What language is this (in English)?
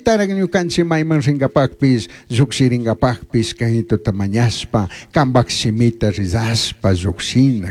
Chimborazo Highland Quichua